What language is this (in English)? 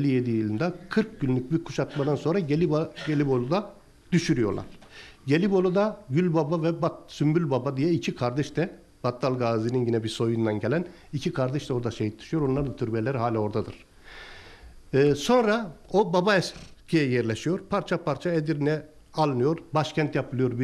Turkish